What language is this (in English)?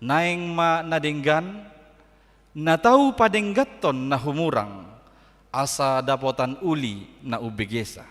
Batak Toba